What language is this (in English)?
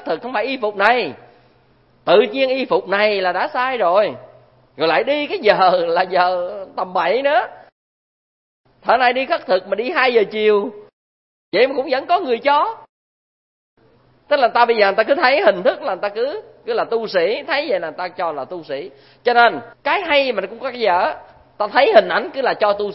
Vietnamese